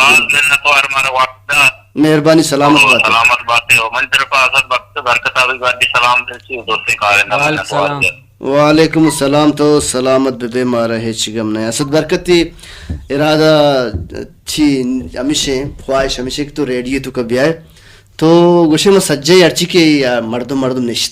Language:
Baluchi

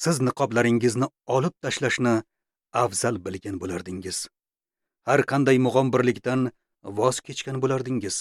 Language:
Uzbek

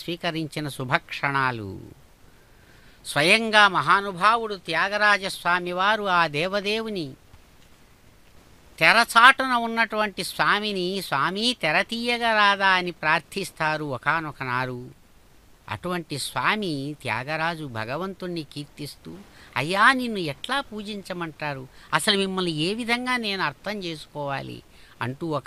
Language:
Telugu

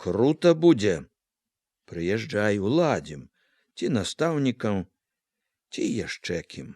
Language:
Belarusian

